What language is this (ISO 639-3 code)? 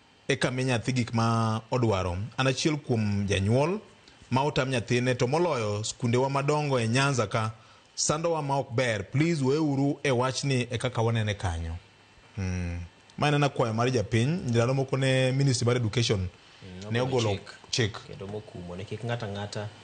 luo